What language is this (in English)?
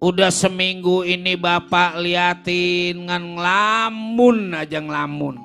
Betawi